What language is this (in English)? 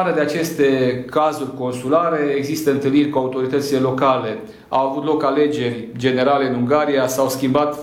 Romanian